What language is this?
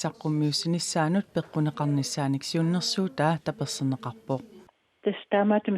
Kalaallisut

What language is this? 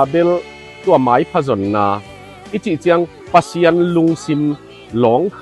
Tedim Chin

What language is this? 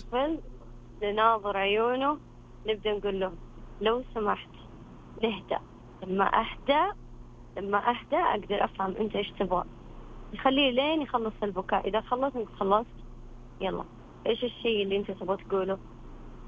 Najdi Arabic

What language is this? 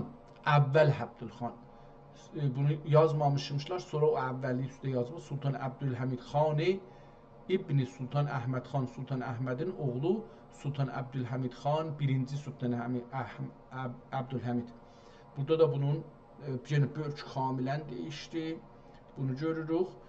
South Azerbaijani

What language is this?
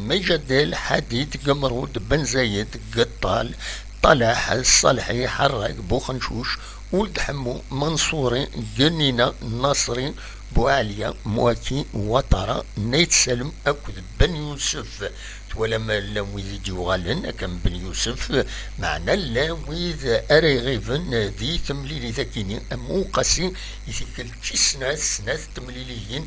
Kabyle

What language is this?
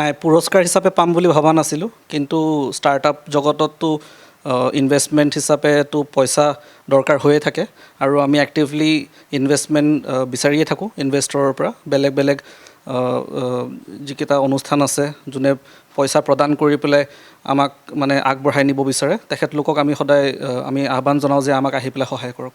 Assamese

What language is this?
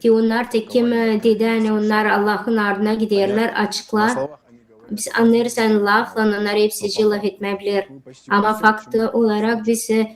Gagauz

